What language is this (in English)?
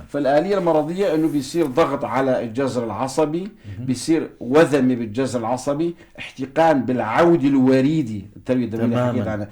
North Levantine Arabic